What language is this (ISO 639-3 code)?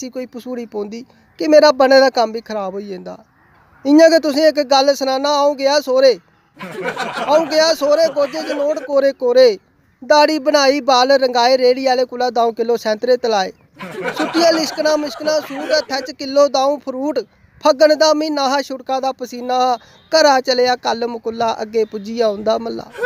doi